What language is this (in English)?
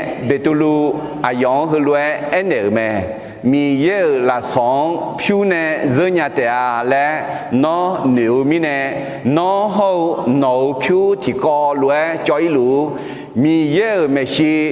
Akha